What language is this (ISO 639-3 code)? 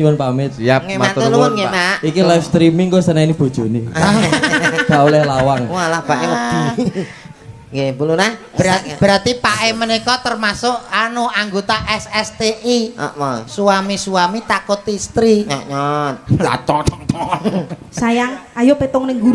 jav